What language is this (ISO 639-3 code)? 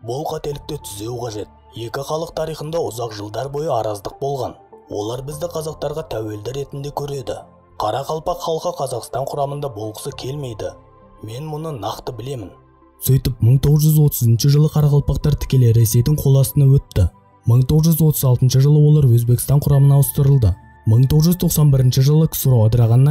kaa